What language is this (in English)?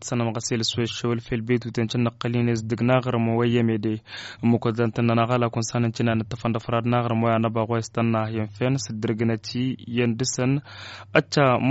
Tamasheq